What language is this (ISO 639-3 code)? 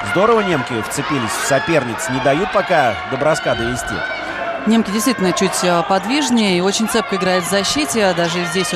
rus